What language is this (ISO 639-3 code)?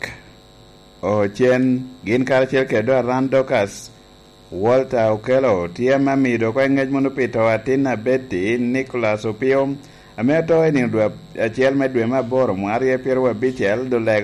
laj